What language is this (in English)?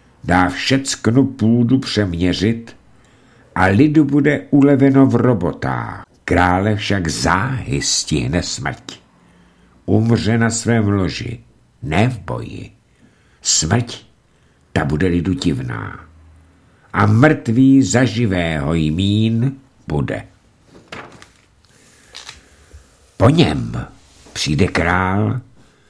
Czech